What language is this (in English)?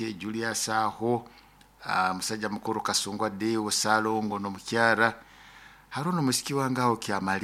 Nyoro